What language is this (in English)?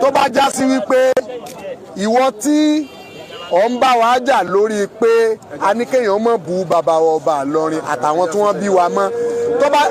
Yoruba